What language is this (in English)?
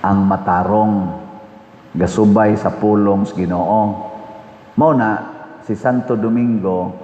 Cebuano